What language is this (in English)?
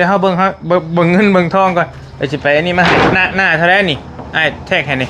Northeastern Thai